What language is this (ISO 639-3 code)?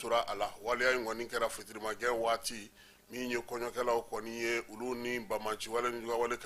bam